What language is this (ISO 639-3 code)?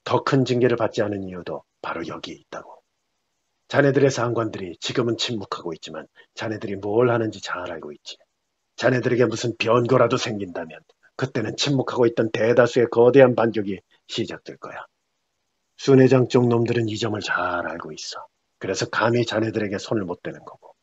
kor